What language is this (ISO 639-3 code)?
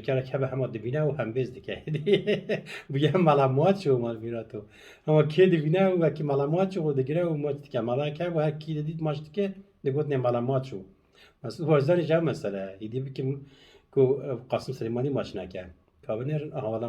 kur